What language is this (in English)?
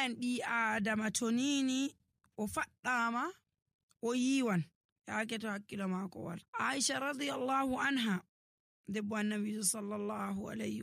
Nigerian Fulfulde